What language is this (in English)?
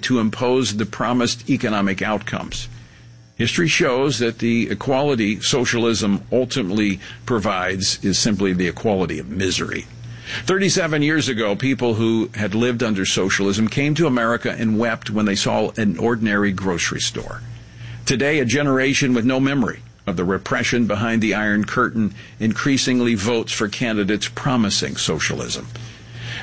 English